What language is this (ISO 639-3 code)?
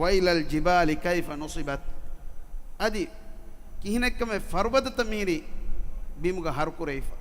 div